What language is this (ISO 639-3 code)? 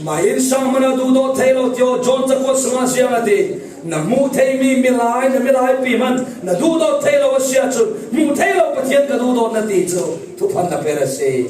cfm